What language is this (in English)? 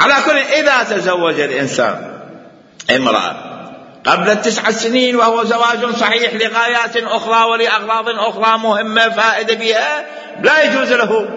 Mesopotamian Arabic